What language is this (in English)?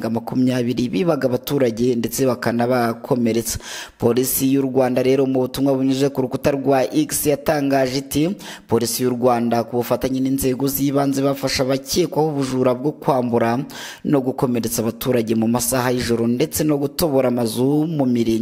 Kinyarwanda